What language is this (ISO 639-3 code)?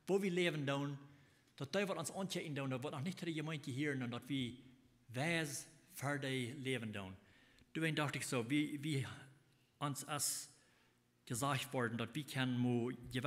pdt